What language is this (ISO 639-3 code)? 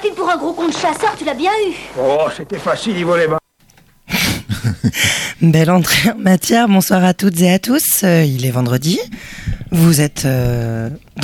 fra